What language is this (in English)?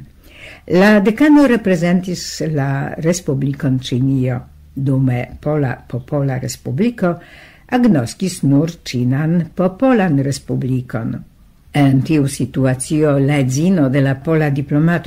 Esperanto